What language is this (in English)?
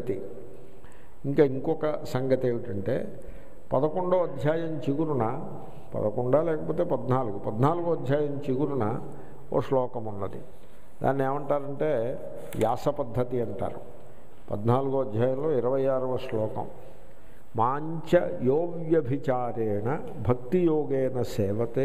Telugu